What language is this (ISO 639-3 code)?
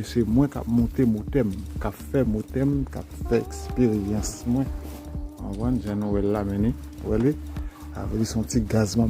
hat